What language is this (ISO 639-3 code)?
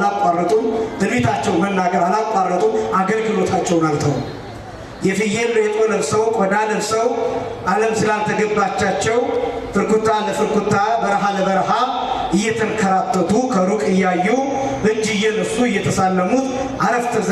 amh